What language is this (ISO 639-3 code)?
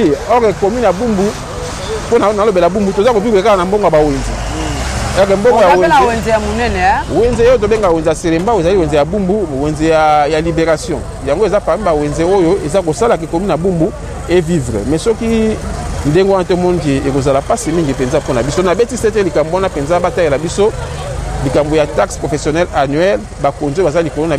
lin